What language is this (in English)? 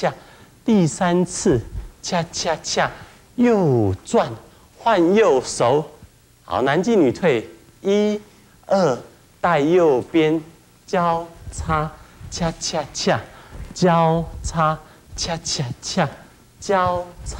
Chinese